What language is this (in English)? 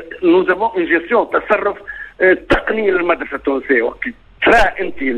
Tunisian Arabic